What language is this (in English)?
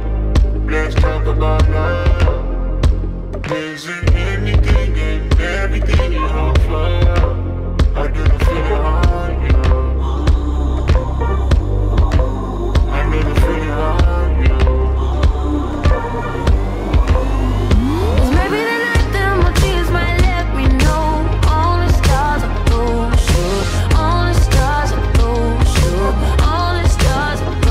English